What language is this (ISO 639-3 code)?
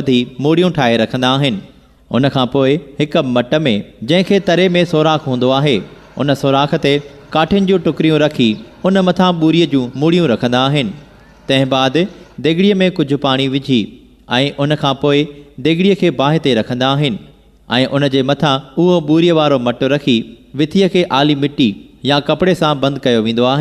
snd